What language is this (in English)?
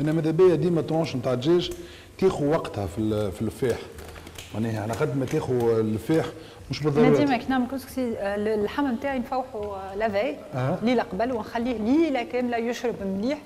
Tunisian Arabic